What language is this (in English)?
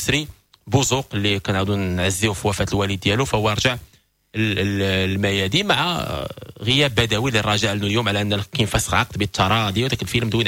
Moroccan Arabic